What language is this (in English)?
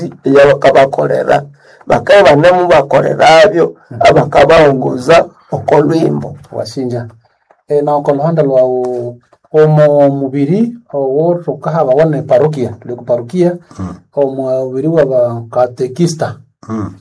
Nande